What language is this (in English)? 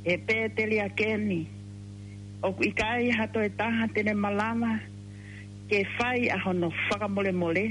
Tongan